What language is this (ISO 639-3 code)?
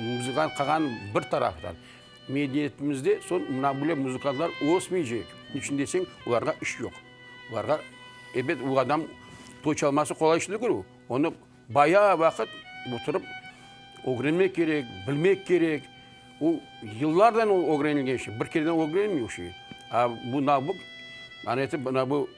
crh